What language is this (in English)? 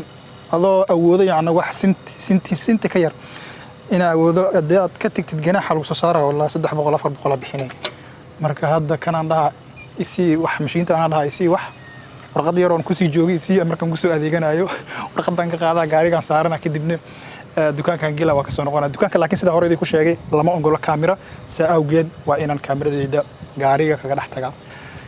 Somali